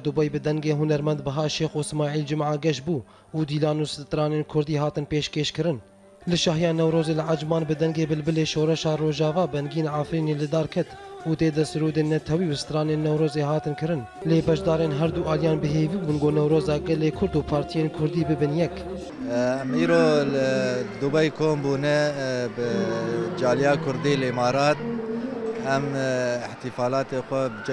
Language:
Kurdish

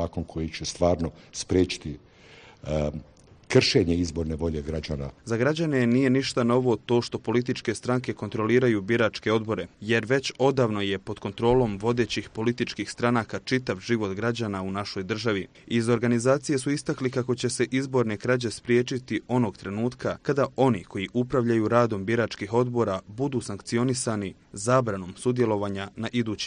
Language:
Bosnian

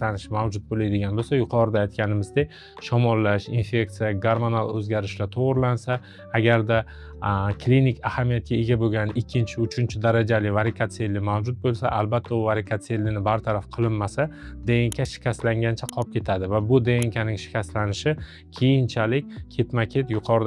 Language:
Uzbek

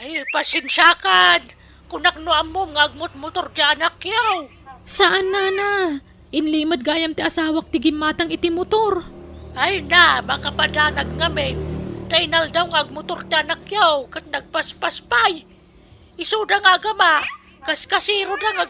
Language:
Iloko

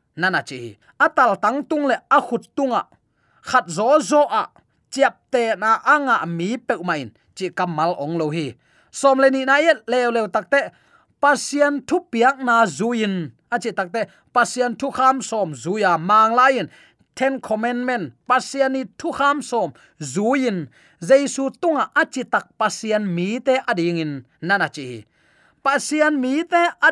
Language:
Tedim Chin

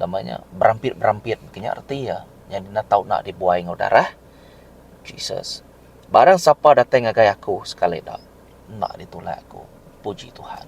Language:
Iban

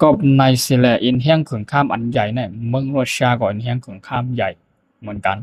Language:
Shan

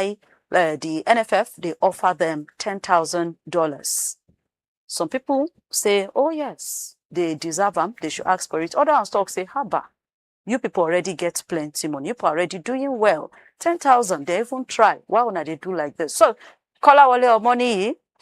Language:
Nigerian Pidgin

